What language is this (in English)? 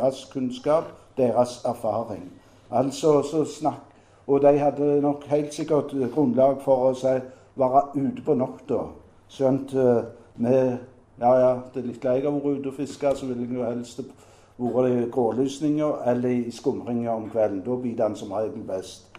Norwegian